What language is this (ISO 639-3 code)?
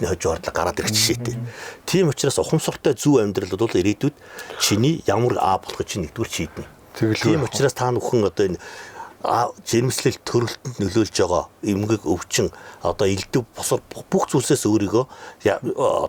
mon